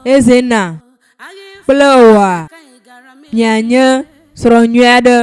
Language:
Ewe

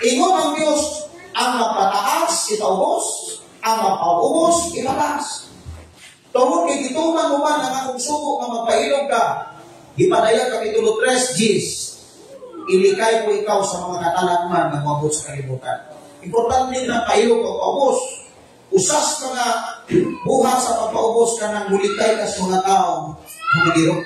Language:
Cebuano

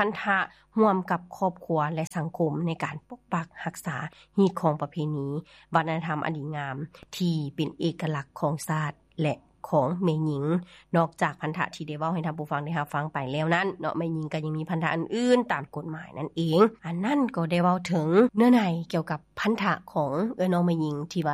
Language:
Lao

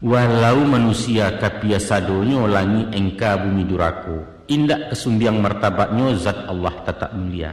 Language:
Minangkabau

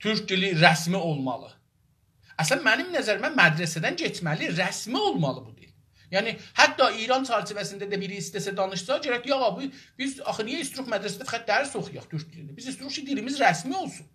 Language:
South Azerbaijani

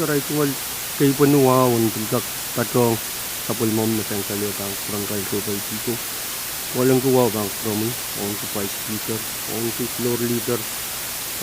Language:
Pohnpeian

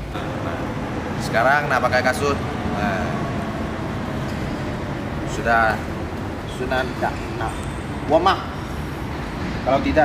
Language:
Malay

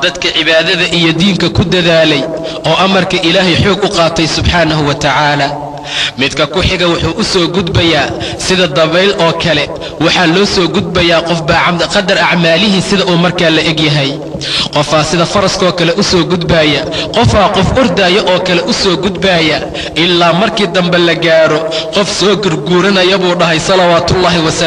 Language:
Somali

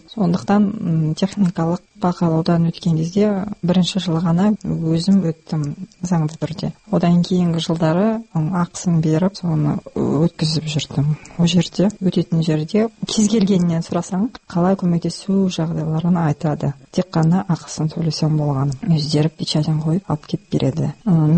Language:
Kazakh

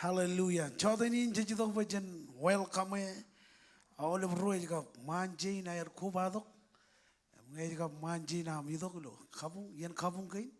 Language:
Marshallese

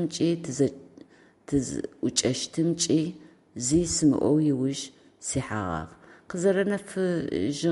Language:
Adyghe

